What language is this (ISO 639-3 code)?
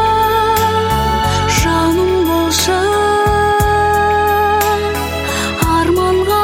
kaz